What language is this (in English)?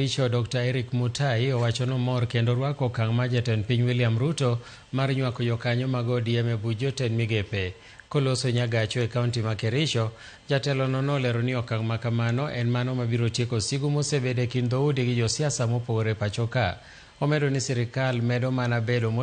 Luo (Kenya and Tanzania)